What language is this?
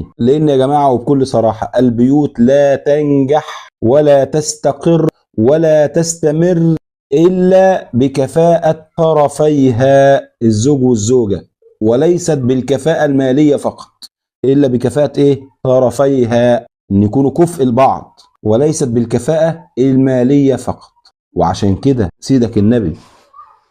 Egyptian Arabic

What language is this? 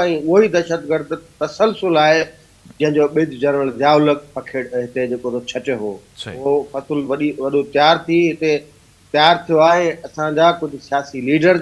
Sindhi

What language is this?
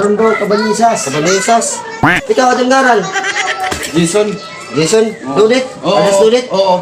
Waray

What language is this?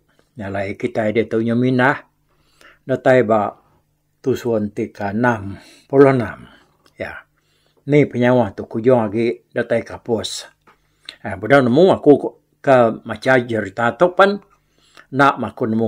Iban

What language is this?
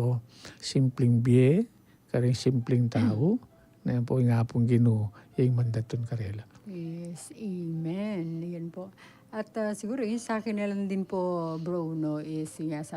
Pampanga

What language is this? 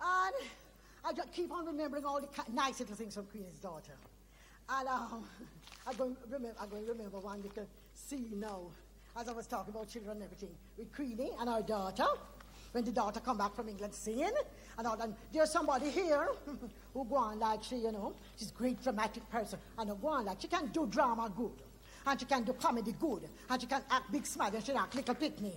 Jamaican Creole English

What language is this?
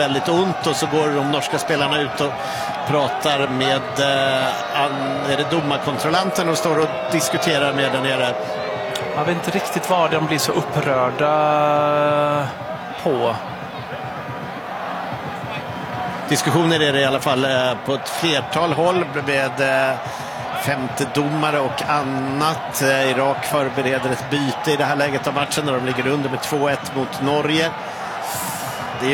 Swedish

